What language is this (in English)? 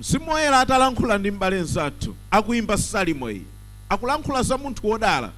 Nyanja